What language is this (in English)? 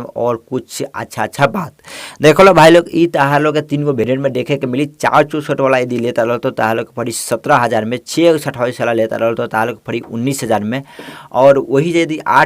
Bhojpuri